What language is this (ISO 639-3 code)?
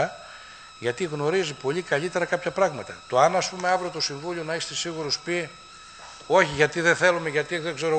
ell